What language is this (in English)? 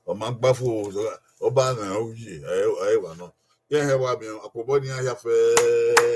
Bini